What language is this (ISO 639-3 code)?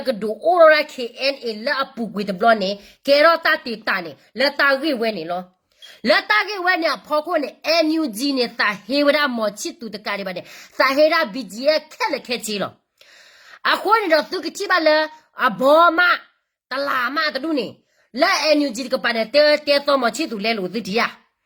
ksw